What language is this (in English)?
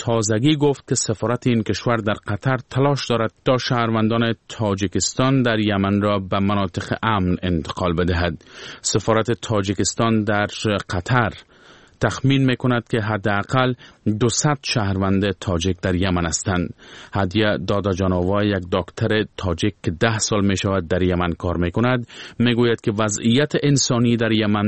Persian